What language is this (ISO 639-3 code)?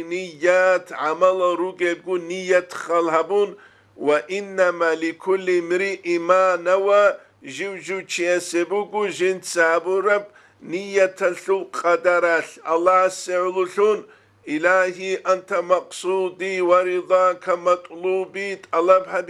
ava